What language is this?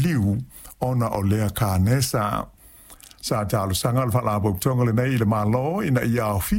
Samoan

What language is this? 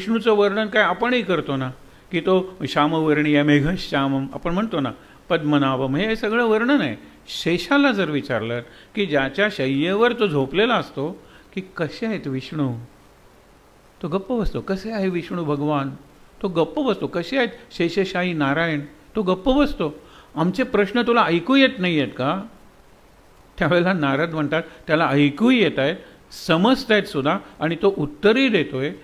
Marathi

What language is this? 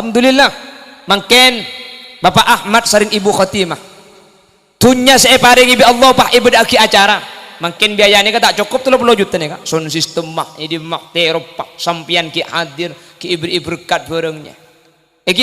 Madurese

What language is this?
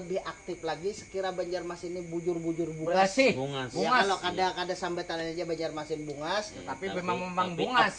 Banjar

